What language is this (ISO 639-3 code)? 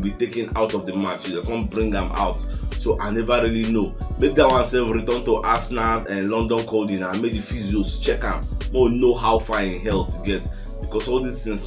pcm